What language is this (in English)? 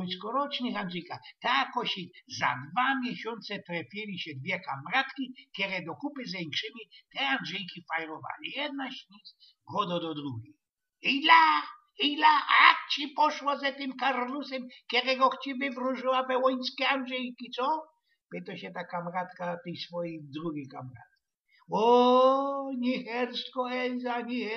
Silesian